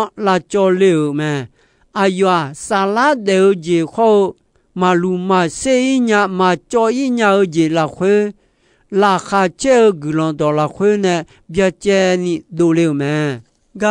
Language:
Akha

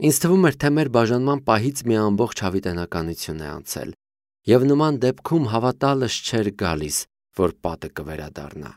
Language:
Armenian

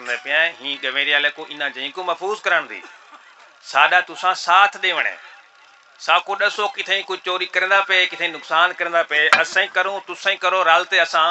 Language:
Saraiki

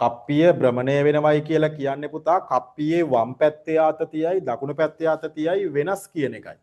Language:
Sinhala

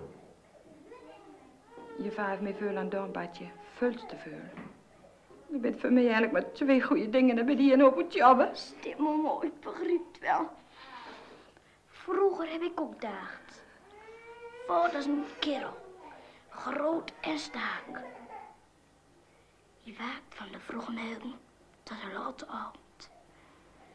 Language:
Dutch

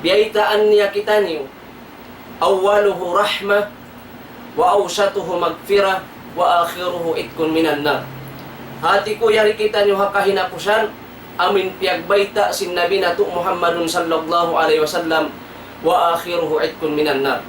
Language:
Tausug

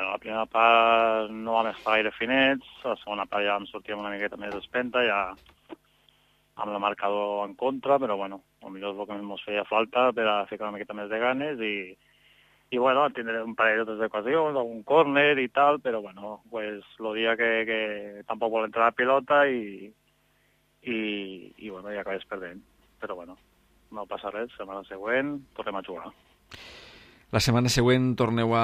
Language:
Catalan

